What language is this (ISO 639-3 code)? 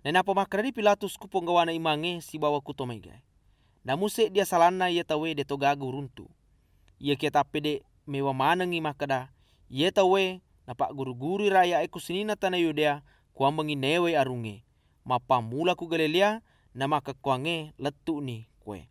bug